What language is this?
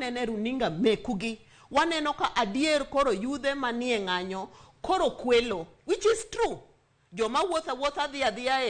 Luo (Kenya and Tanzania)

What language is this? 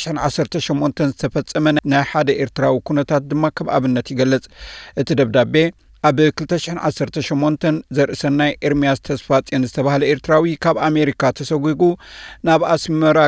Tigrinya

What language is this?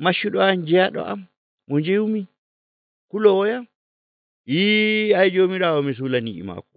Nigerian Fulfulde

